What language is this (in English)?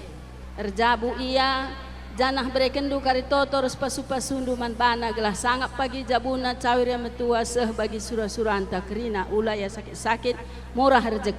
Batak Karo